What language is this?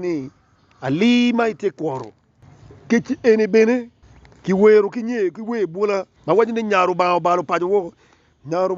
Acoli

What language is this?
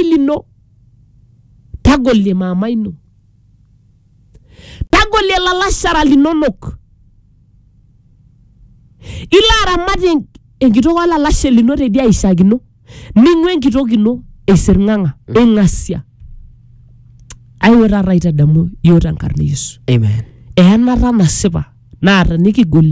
Masai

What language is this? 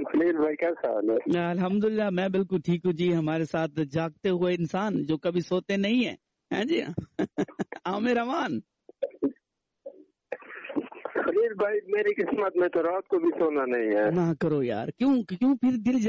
Urdu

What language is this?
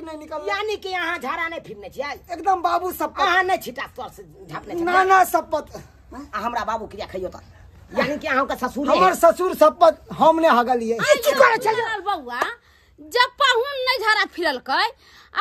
Maithili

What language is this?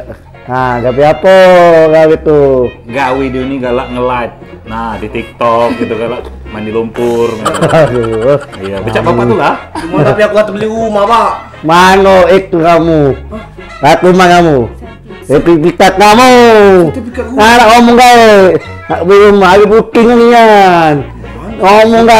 Musi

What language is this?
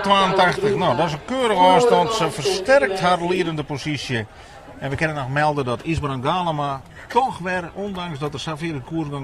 Western Frisian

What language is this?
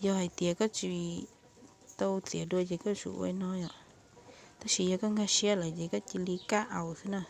Hmong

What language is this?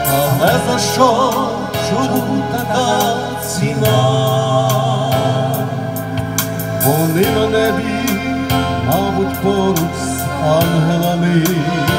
Ukrainian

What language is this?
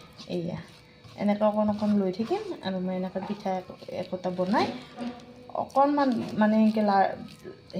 Assamese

